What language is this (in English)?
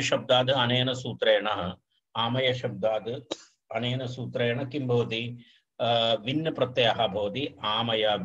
Sanskrit